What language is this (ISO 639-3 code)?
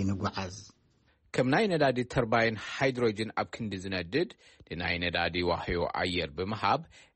tir